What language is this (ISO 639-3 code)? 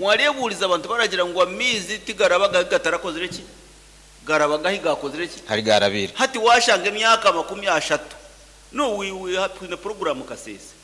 nyn